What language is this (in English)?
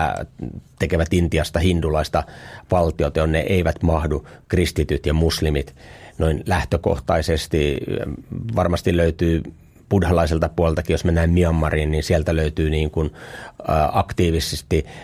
Finnish